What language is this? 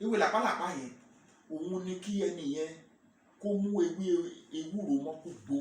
Yoruba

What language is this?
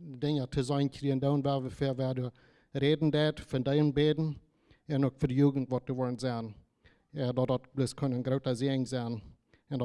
Plautdietsch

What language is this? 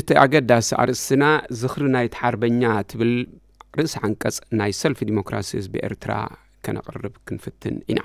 Tigrinya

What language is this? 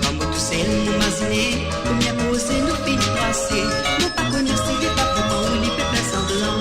Morisyen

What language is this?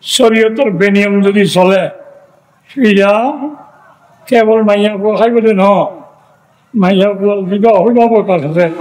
Rohingya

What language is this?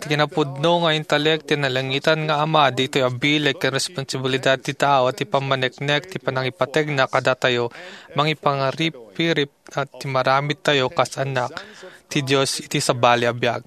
Iloko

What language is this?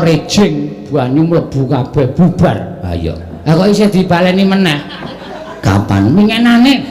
Javanese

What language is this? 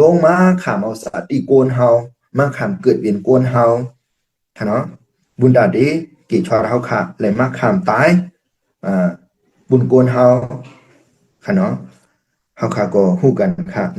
Shan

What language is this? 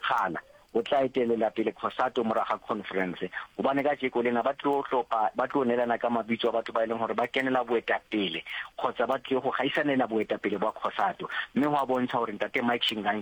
Northern Sotho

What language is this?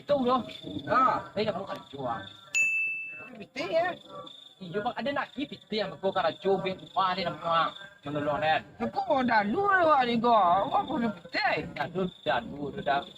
Minangkabau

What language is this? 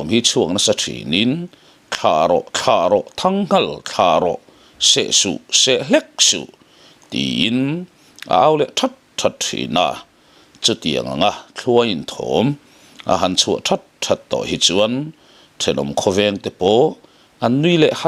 Mizo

